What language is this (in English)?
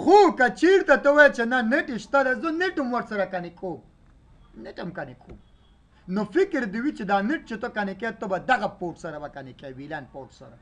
Pashto